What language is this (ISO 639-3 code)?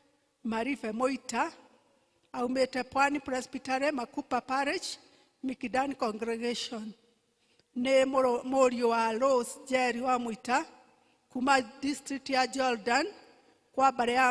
kik